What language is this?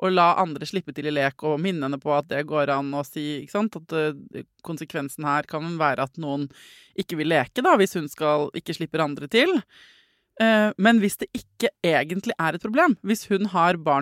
Norwegian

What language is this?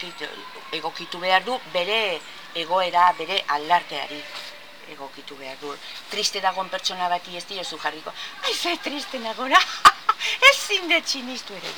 Basque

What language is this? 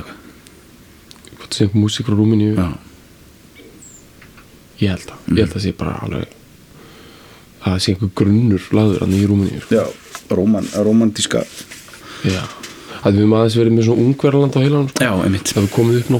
Icelandic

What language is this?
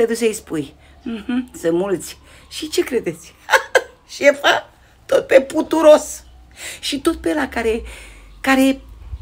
Romanian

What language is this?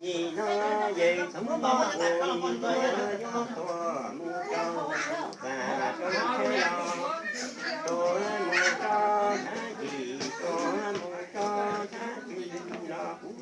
Hmong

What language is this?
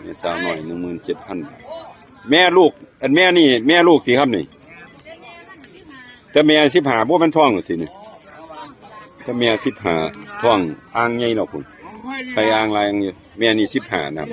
Northeastern Thai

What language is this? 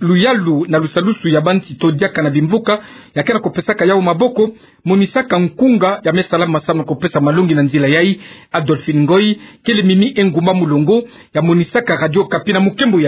Kituba (Democratic Republic of Congo)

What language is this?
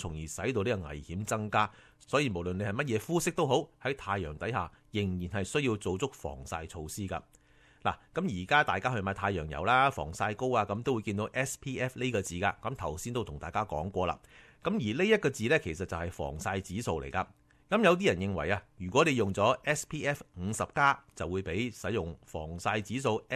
Cantonese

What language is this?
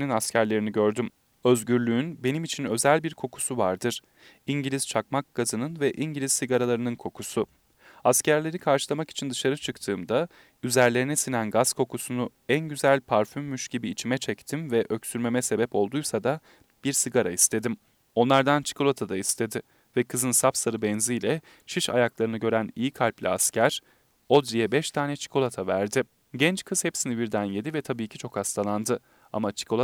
Turkish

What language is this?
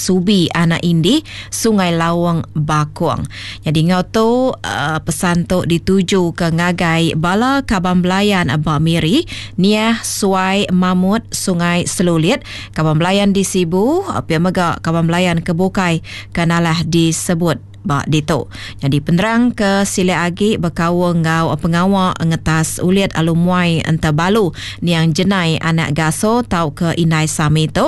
Iban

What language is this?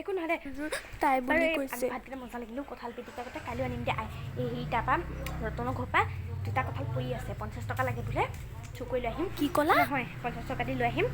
Assamese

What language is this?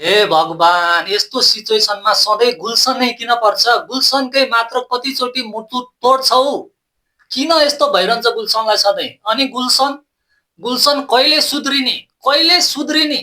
Nepali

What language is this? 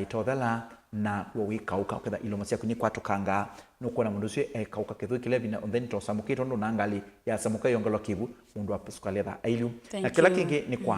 Kamba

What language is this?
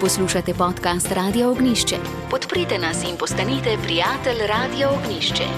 Slovenian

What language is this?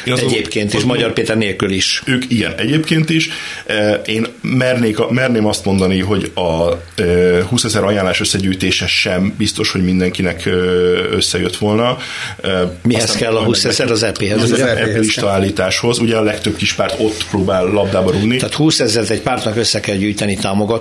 Hungarian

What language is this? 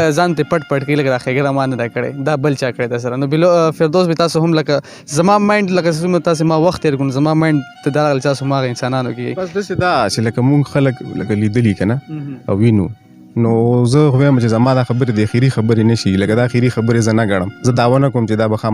Pashto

